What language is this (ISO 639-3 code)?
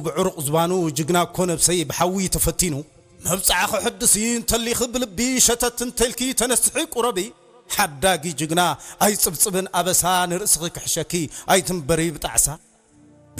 tir